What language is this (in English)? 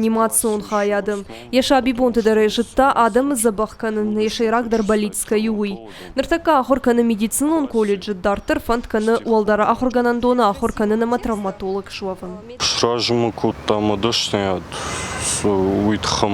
Ossetic